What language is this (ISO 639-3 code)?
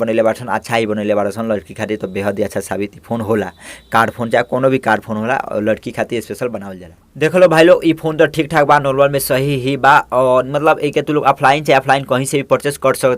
bho